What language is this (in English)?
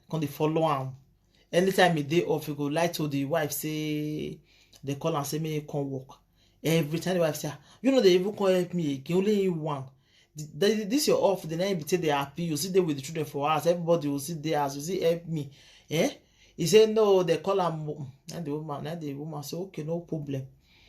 Nigerian Pidgin